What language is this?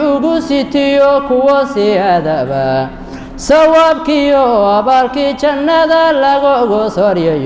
Somali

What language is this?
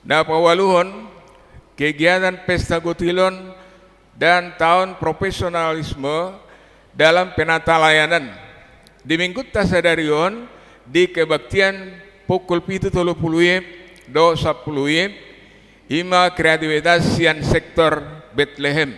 Batak Toba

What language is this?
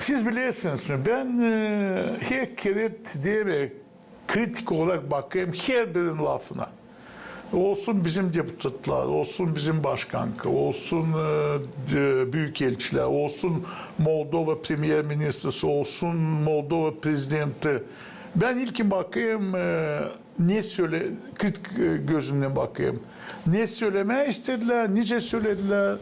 Gagauz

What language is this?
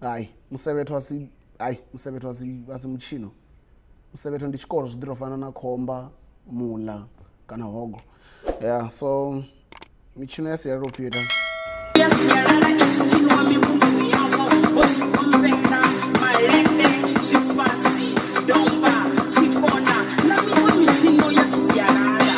Venda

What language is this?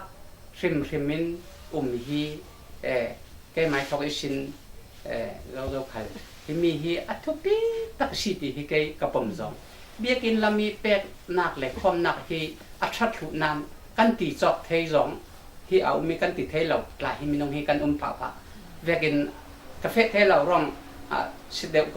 Falam Chin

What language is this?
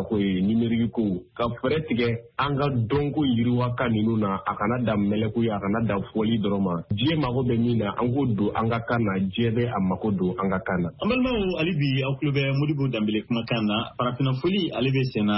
Bambara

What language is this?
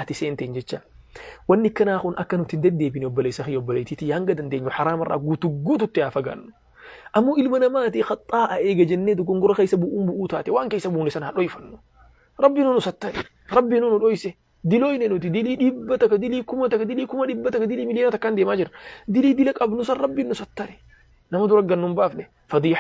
Oromo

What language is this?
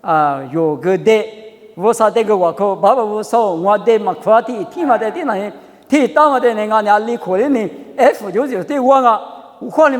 Lisu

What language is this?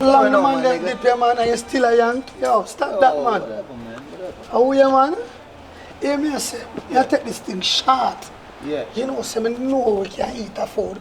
Jamaican Creole English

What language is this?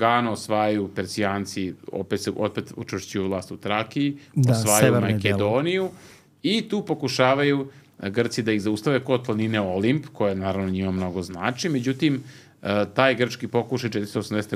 Serbian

